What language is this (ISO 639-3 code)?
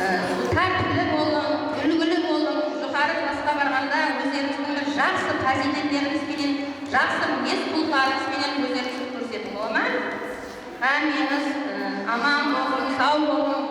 kaa